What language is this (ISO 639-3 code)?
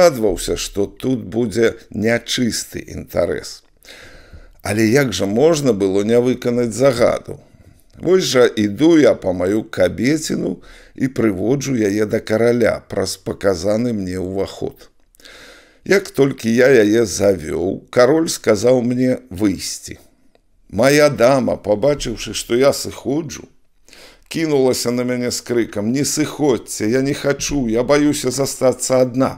bel